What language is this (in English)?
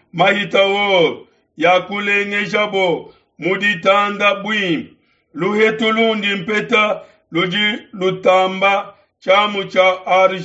Luba-Lulua